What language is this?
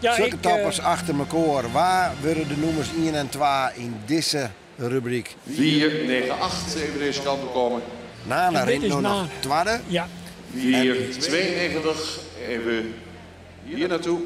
Western Frisian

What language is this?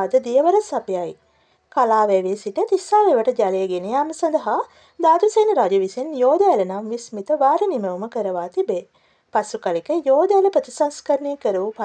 Sinhala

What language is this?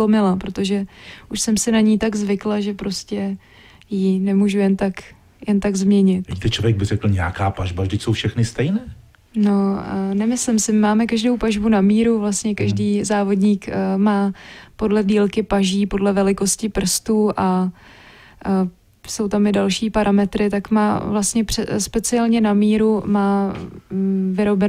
Czech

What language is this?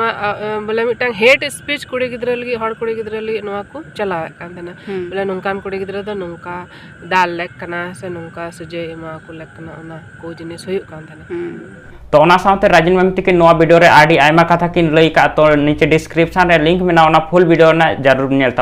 Santali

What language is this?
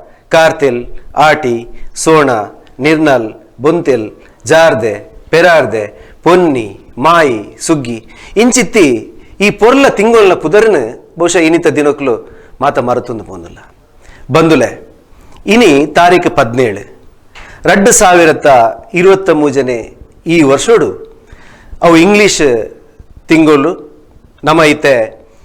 Tulu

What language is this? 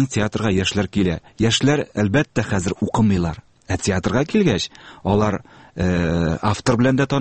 Tatar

